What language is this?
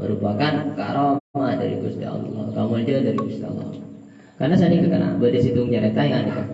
Madurese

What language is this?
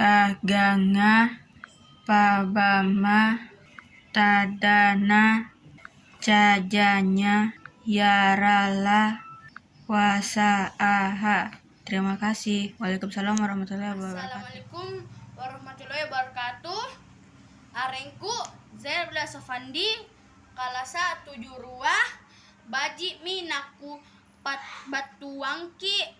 Makasar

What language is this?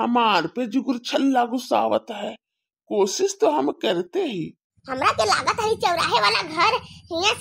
Bhojpuri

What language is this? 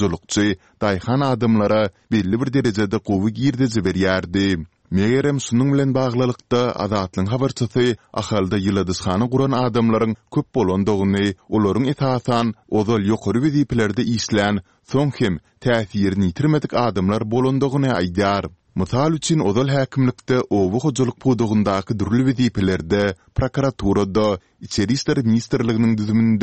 Turkmen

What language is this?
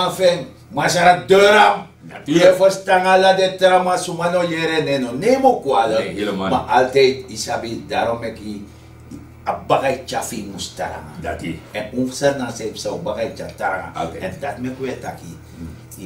Sranan Tongo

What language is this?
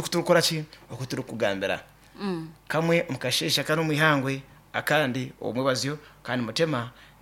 Nyankole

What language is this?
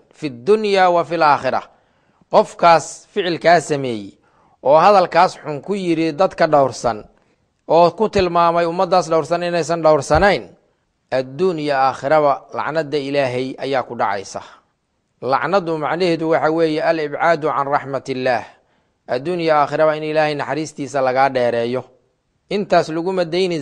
Somali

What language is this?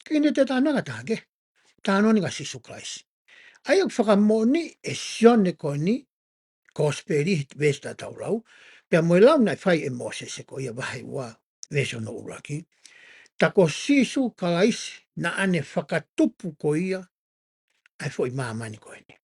Tongan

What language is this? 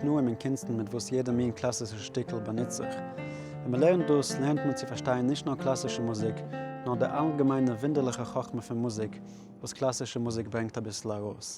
Yiddish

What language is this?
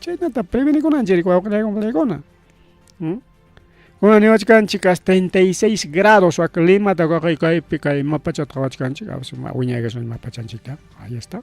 Ayacucho Quechua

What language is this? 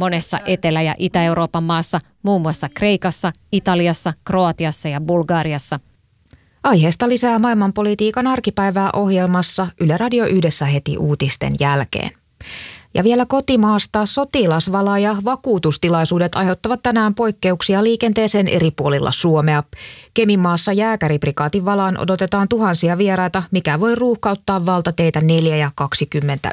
Finnish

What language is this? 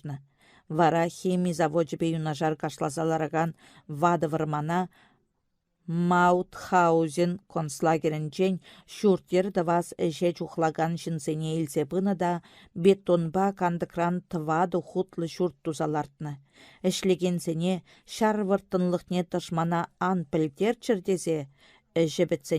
Chuvash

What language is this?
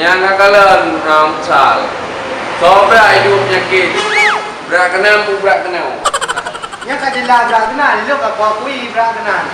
Achinese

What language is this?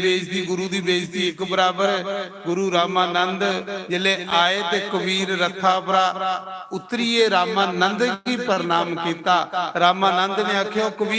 Dogri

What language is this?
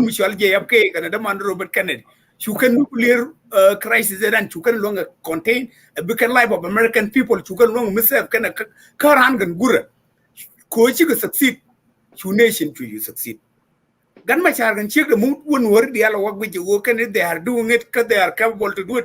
Nuer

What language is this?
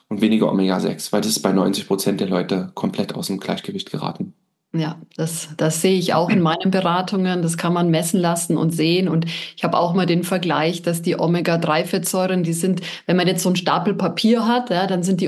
German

